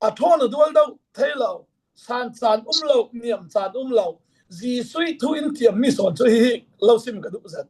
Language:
Falam Chin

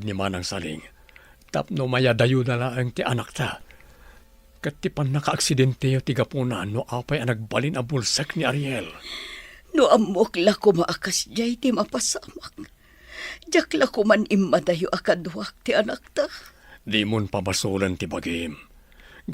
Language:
Iloko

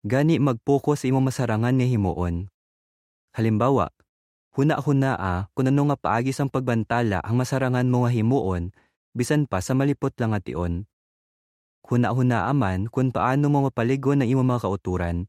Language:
Hiligaynon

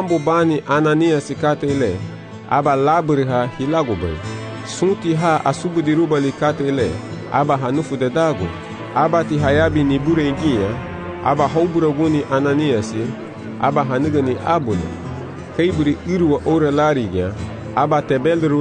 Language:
Garifuna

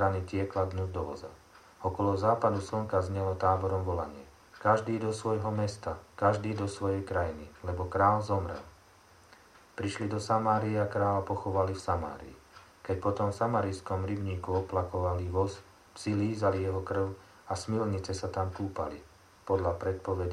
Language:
Slovak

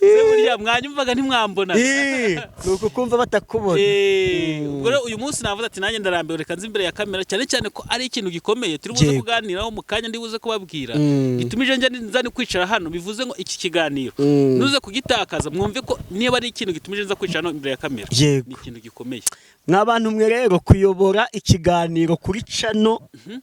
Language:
Kinyarwanda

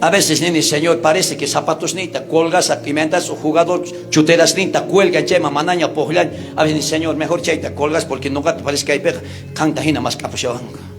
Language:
South Bolivian Quechua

